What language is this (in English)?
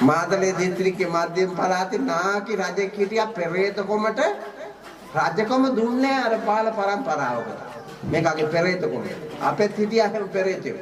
Sinhala